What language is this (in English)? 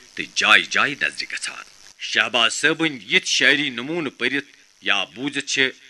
Kashmiri